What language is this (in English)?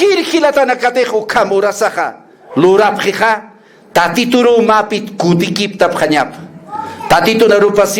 Aymara